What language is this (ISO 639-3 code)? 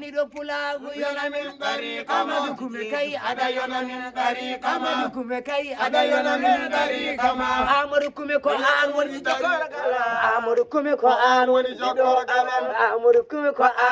ful